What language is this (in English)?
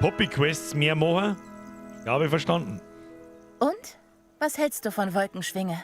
Bavarian